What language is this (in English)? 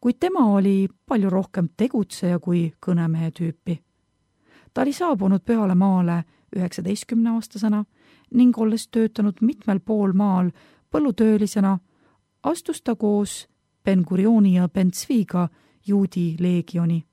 Estonian